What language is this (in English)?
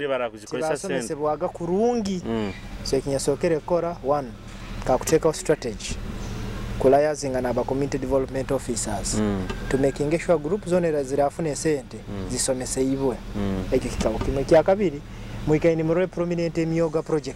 Nyoro